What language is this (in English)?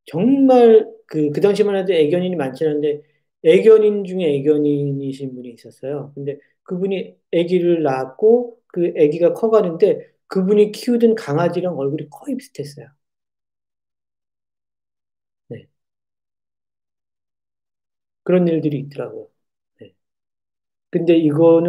Korean